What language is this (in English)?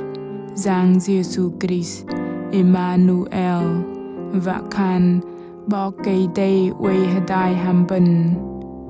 Bahnar